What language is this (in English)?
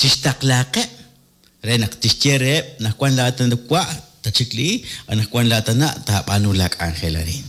Kekchí